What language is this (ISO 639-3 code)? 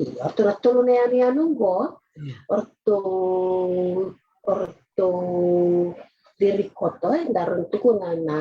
fij